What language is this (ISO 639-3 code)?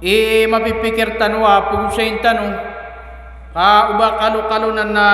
mrw